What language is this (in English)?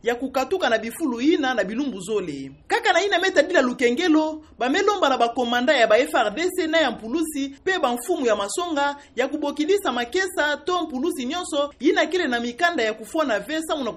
Kituba (Democratic Republic of Congo)